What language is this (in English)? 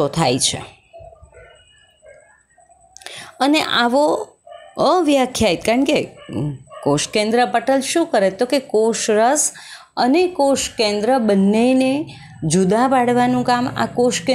Gujarati